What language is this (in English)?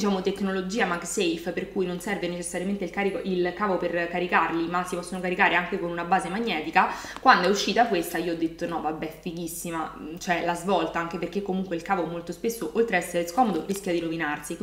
Italian